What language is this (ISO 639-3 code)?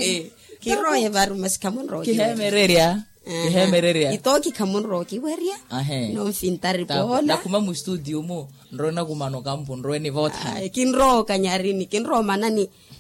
vmw